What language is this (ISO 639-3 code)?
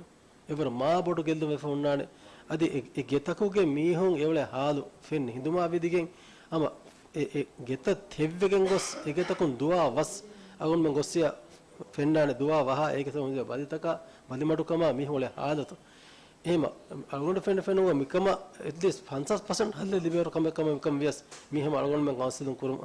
div